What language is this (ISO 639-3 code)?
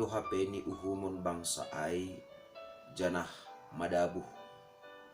bts